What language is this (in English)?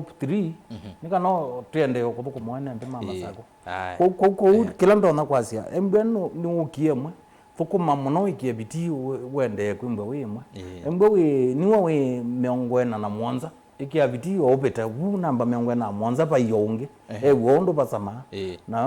Kamba